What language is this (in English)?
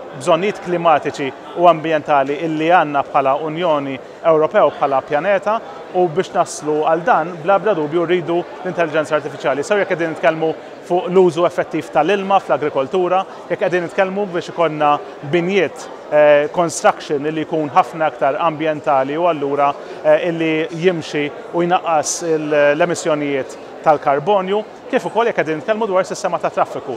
Maltese